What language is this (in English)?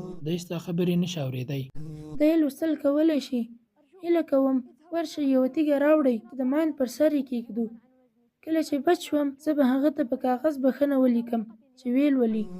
Pashto